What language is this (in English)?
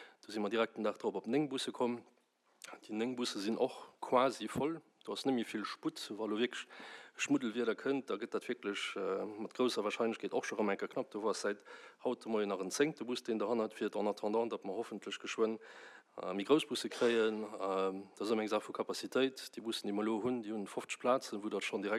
Luxembourgish